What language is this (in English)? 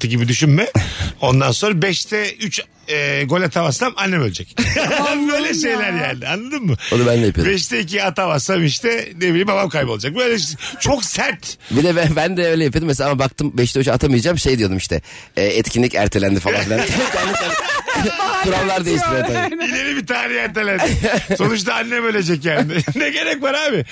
Turkish